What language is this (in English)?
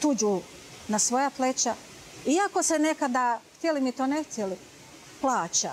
Bosnian